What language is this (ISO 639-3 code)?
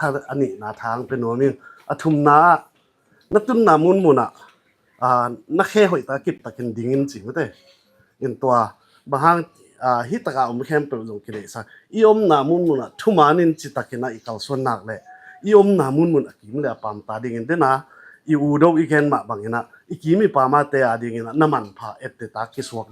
ctd